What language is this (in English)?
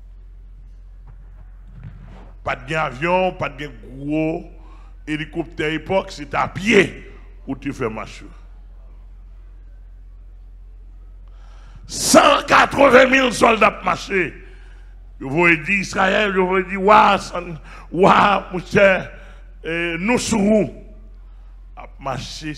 French